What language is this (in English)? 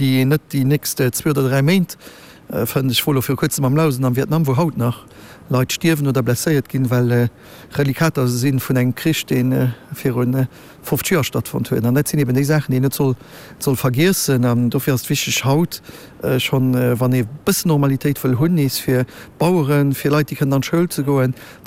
Luxembourgish